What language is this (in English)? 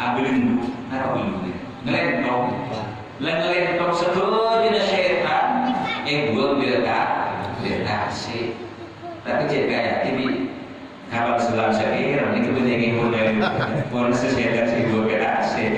Madurese